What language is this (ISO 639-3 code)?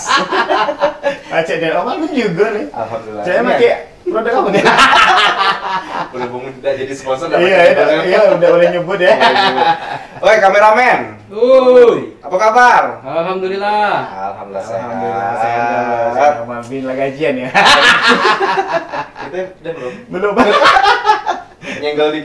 ind